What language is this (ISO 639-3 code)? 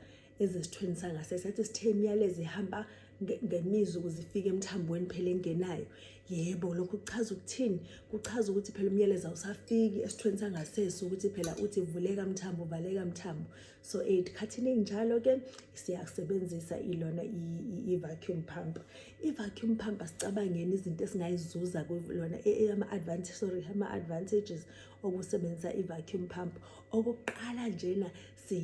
zul